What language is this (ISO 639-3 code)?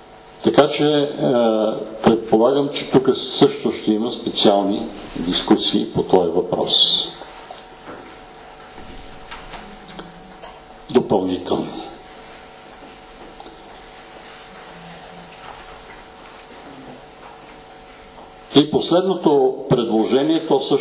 bul